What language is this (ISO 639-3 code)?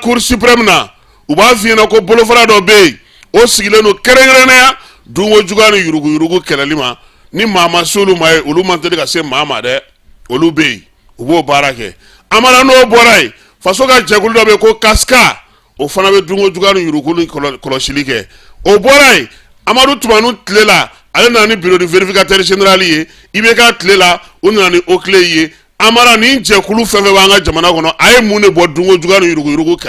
bam